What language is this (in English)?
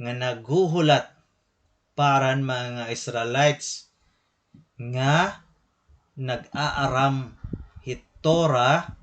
Waray